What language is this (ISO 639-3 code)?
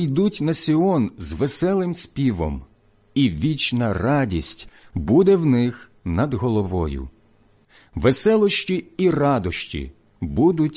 ukr